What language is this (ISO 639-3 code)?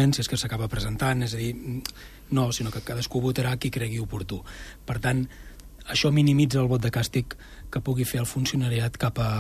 cat